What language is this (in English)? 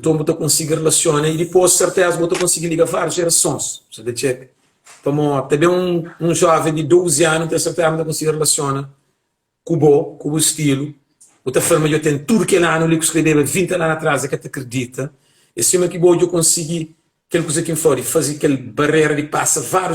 Kabuverdianu